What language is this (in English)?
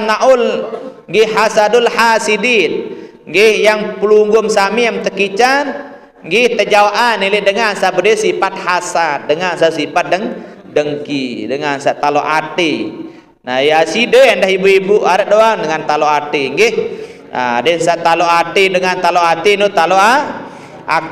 Sasak